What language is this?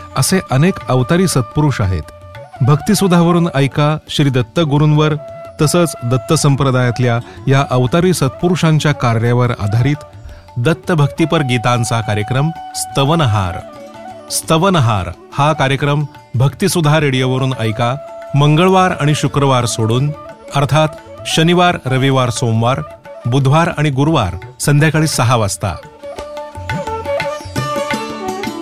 Marathi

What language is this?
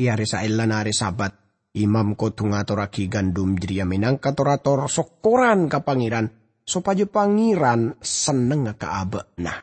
Madurese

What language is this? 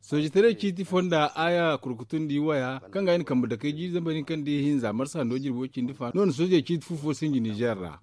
Zarma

